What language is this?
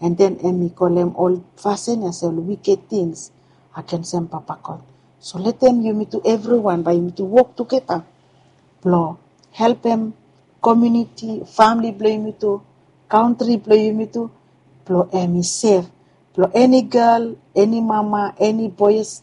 Bislama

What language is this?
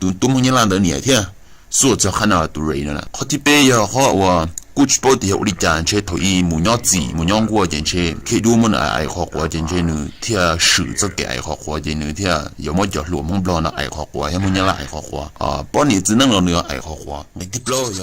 Hmong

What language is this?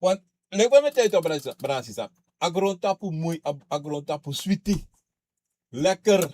Sranan Tongo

